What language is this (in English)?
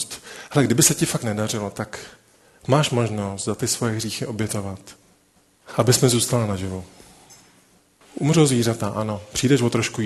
Czech